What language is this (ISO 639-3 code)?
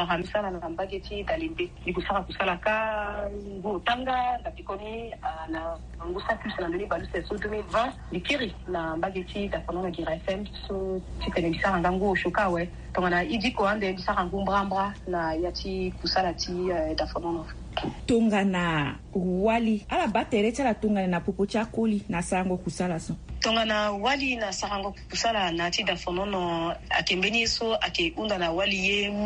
sag